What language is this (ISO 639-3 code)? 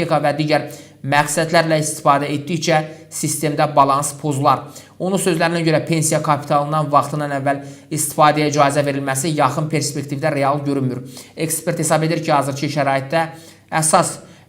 aze